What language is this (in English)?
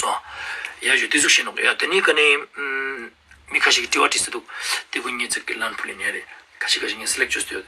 Ladakhi